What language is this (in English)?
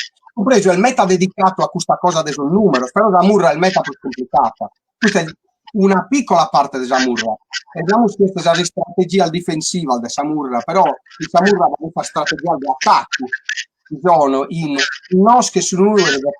Sardinian